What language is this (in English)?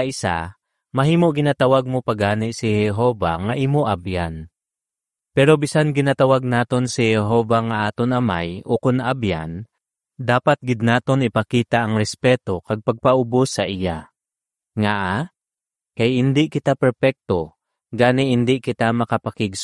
Hiligaynon